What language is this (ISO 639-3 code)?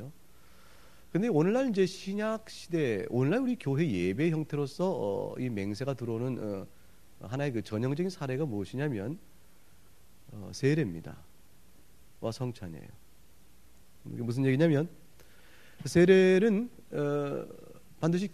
kor